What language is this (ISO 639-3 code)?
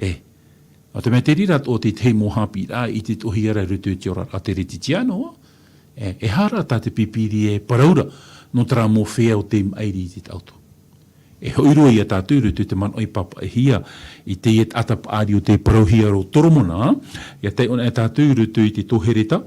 tah